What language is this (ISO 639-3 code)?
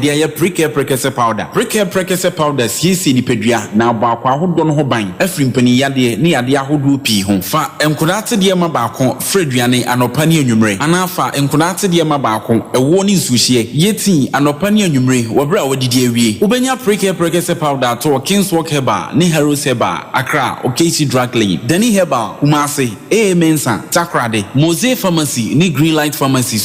aka